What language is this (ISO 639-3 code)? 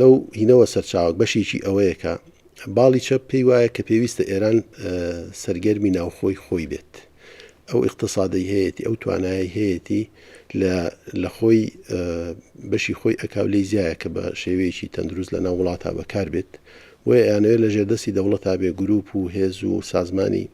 ckb